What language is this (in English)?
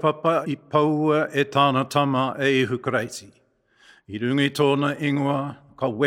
Māori